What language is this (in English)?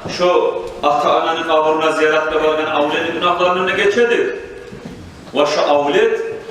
Kumyk